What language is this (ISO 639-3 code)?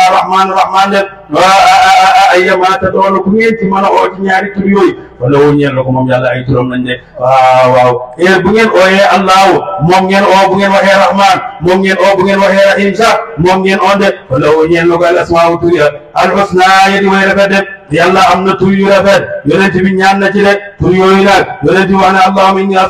wol